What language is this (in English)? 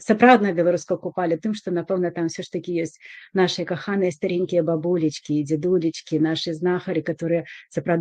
Belarusian